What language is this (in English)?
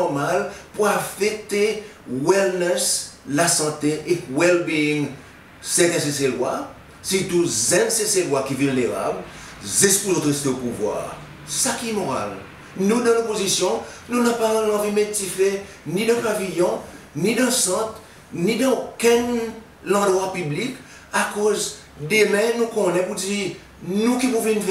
Seselwa Creole French